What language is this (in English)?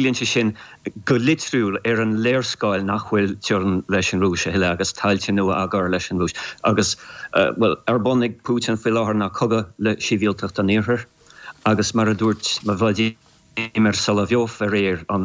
Irish